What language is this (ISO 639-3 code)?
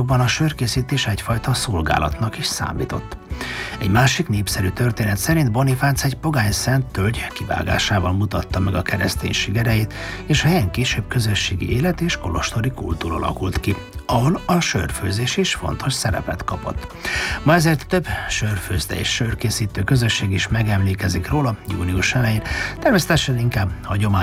hun